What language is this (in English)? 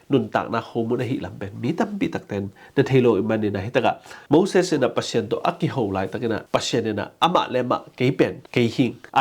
Tedim Chin